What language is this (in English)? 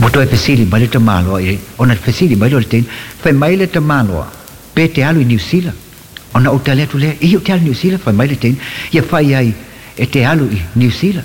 Samoan